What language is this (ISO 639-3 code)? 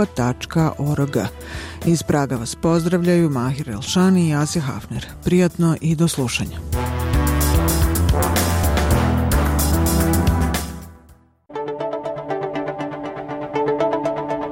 bos